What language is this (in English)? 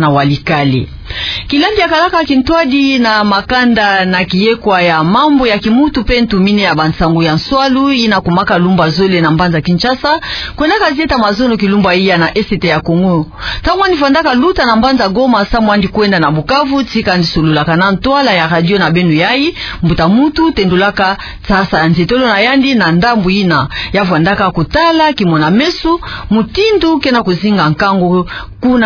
Kituba (Democratic Republic of Congo)